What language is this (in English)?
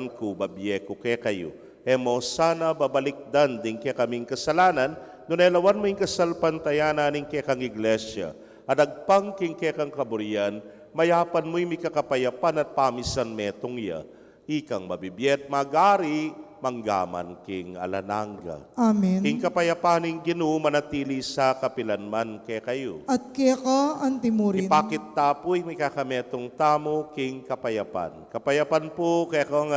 Pampanga